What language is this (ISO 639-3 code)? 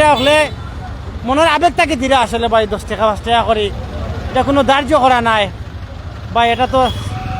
syl